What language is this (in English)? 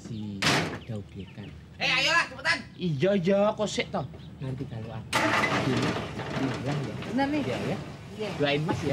Betawi